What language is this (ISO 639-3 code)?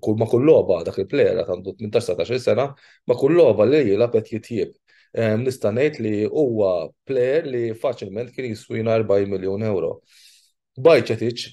mlt